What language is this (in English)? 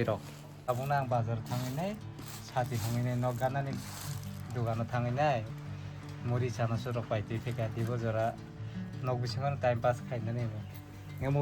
Kok Borok